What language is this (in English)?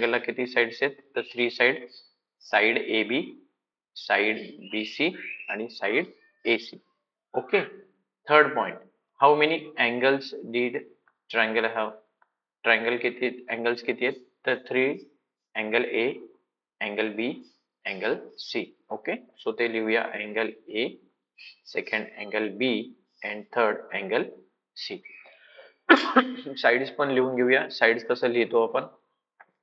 Marathi